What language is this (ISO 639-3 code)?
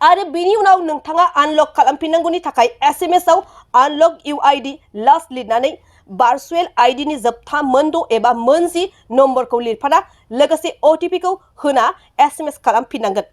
brx